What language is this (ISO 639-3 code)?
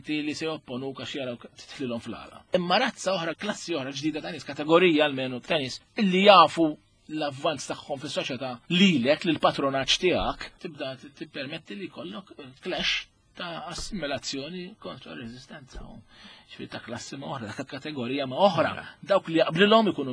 mlt